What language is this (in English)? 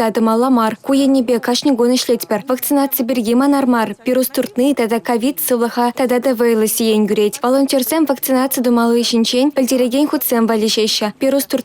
Chuvash